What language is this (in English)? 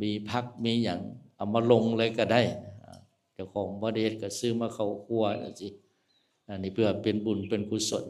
Northeastern Thai